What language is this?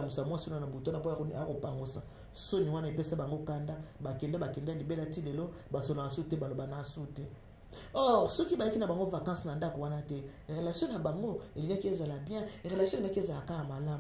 Lingala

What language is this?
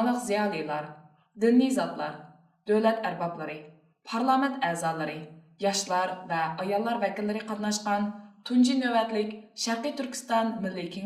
Uyghur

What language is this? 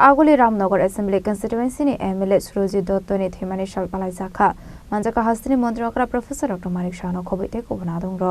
Kok Borok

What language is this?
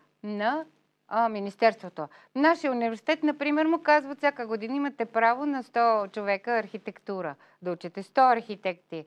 Bulgarian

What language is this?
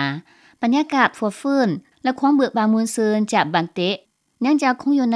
Lao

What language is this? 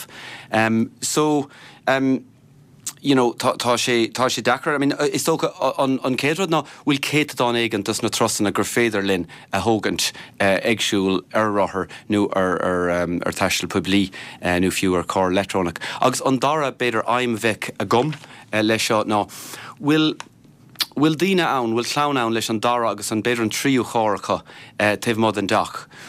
Irish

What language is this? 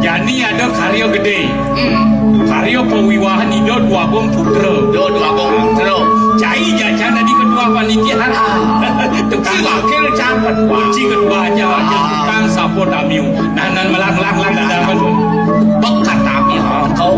Balinese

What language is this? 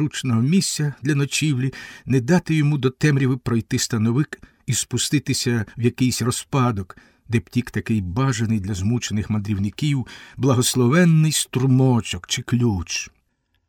Ukrainian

